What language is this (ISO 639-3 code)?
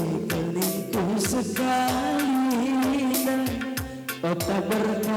btx